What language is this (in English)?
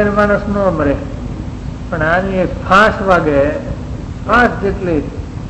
Gujarati